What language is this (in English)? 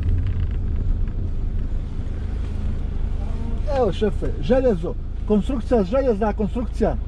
Croatian